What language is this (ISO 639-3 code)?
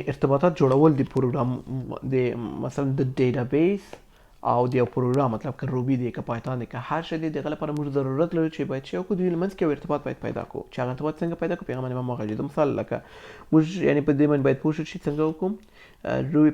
pus